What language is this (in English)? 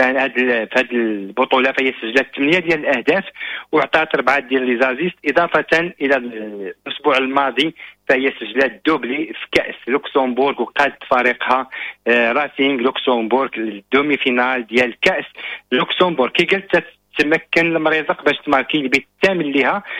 Moroccan Arabic